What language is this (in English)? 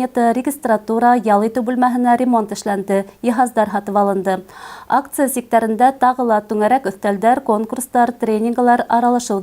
Bashkir